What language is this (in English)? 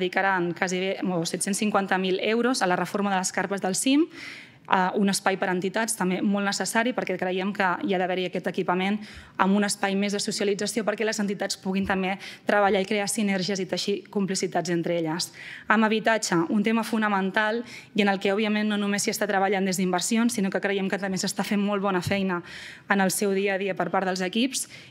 Catalan